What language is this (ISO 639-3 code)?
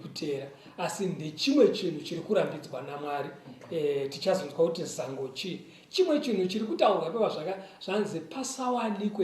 sna